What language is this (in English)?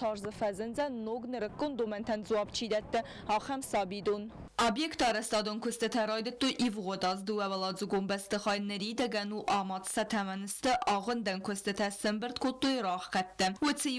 Ossetic